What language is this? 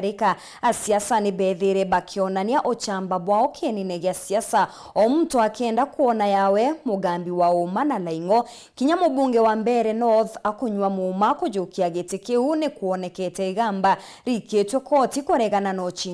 Meru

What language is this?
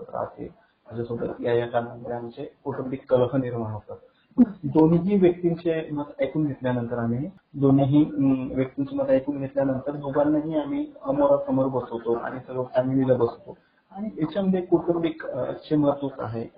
Marathi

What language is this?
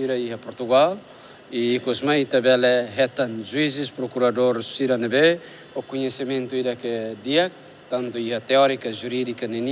Tetum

